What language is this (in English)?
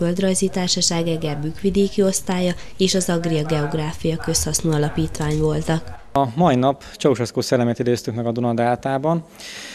Hungarian